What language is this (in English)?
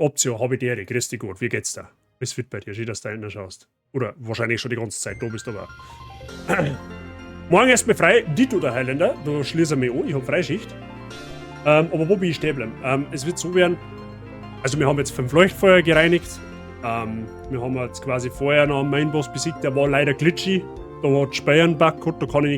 Bavarian